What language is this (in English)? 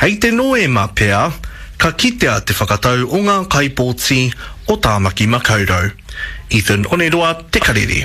Māori